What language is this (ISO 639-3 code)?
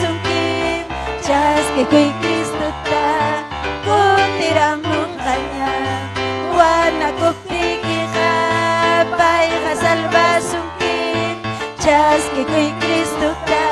quy